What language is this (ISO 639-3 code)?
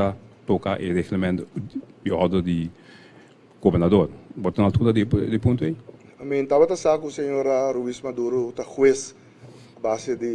pap